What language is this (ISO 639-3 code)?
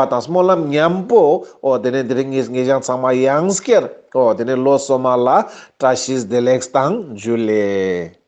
lbj